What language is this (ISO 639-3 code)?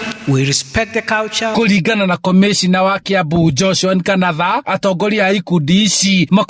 kik